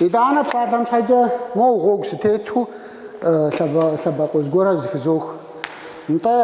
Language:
Kabardian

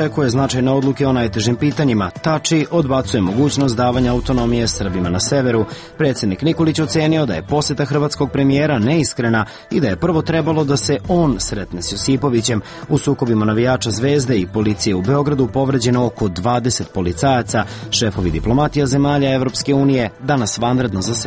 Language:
Serbian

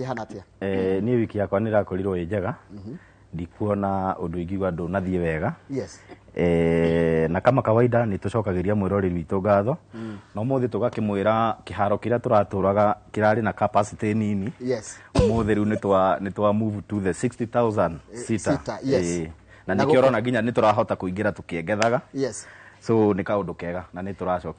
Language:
Kikuyu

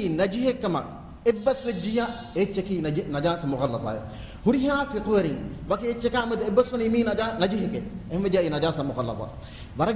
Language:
Divehi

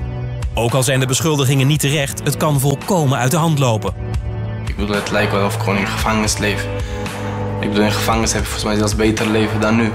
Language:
Dutch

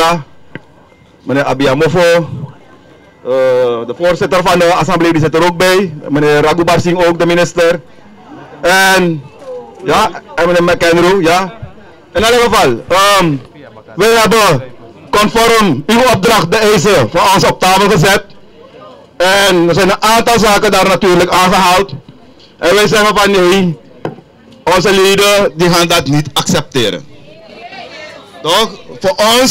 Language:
Dutch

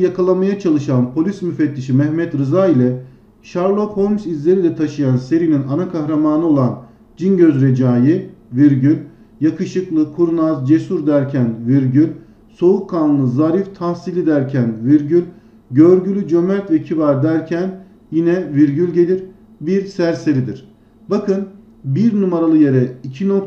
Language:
Turkish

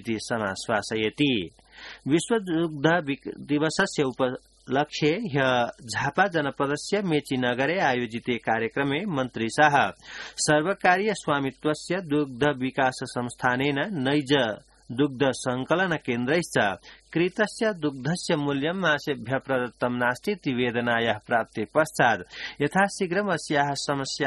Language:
Sanskrit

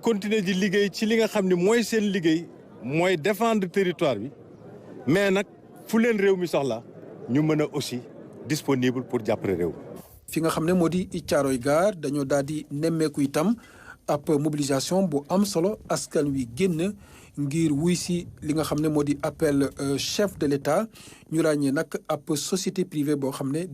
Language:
Wolof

